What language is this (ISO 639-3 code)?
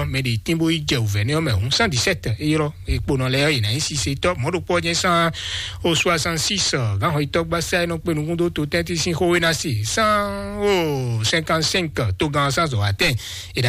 fon